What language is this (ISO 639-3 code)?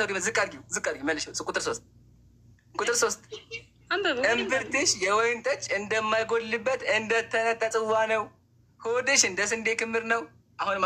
amh